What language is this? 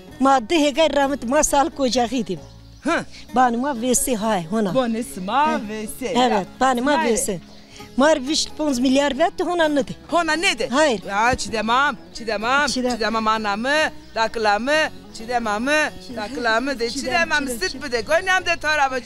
Zaza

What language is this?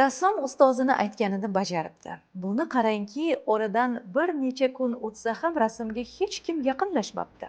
Uzbek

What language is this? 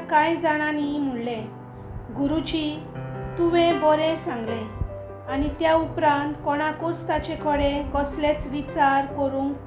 Konkani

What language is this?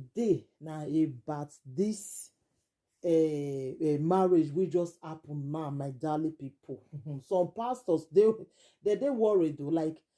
Nigerian Pidgin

